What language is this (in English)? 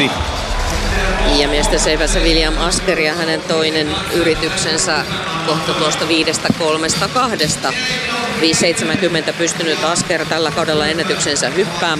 Finnish